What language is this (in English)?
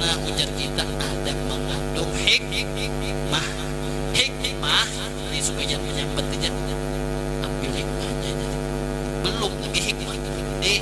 Banjar